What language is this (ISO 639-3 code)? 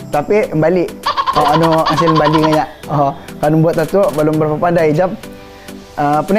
msa